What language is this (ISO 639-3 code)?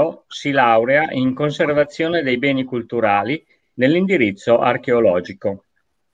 ita